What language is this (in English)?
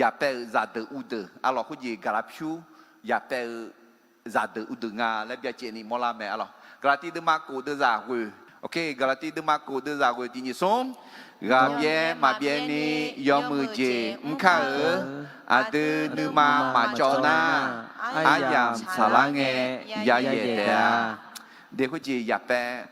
Akha